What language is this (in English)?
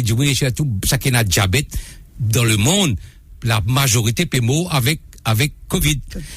Morisyen